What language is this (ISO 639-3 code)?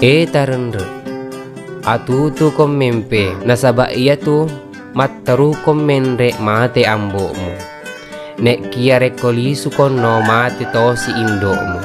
bug